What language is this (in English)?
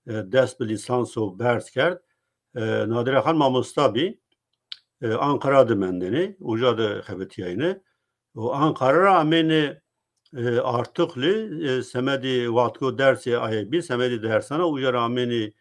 Zaza